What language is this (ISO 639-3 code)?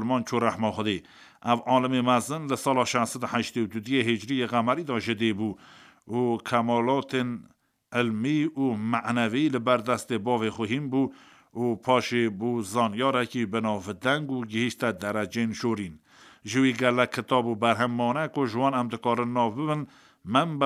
kur